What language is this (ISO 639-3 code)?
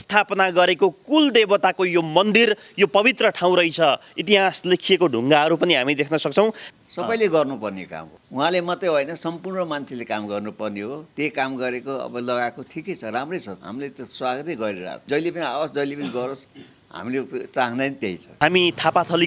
nep